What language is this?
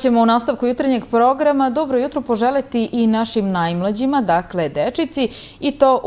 Serbian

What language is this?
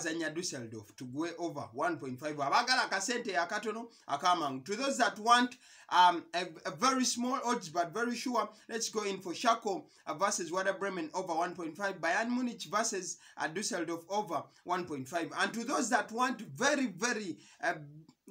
Ganda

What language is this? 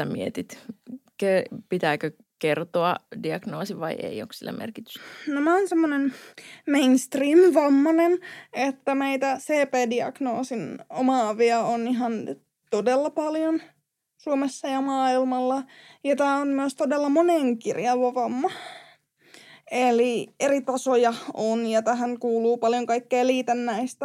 Finnish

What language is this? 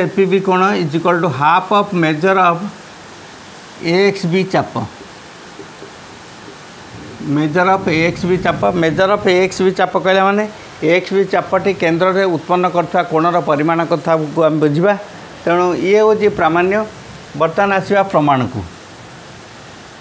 Odia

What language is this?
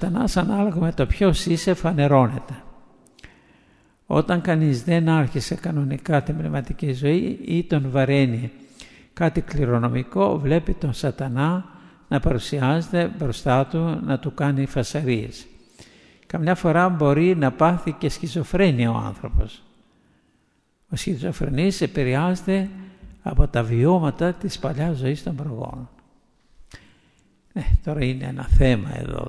Greek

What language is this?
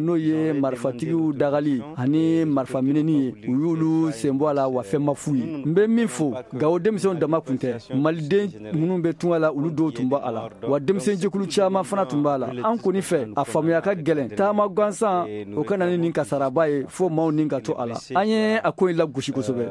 Bambara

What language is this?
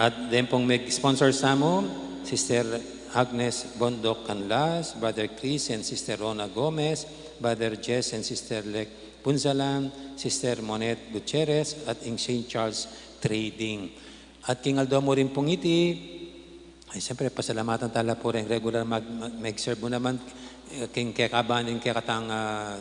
Pampanga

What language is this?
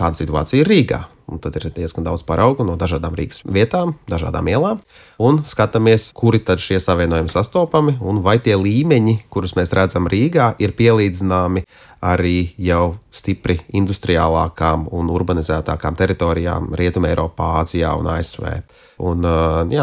Latvian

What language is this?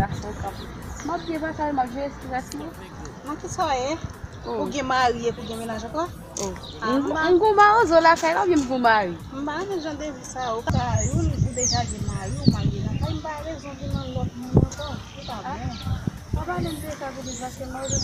Haitian Creole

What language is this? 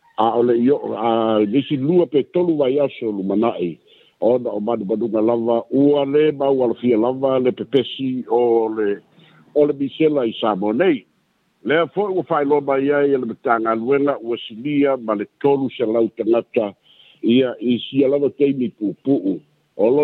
Samoan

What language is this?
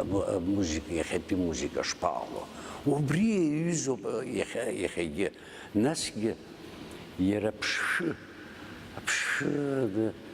Abkhazian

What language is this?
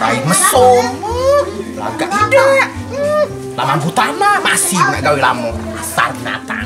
Musi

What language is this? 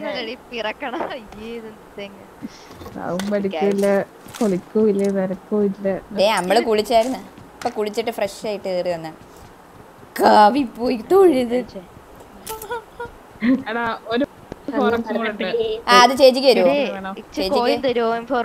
Malayalam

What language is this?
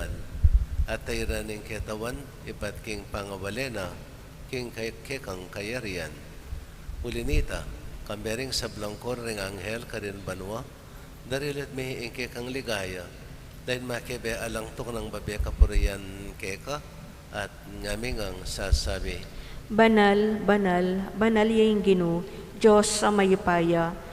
Pampanga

